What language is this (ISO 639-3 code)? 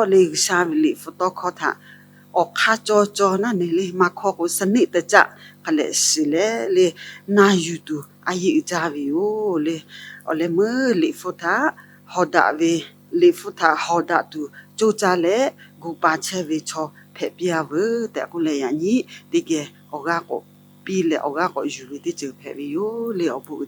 lhu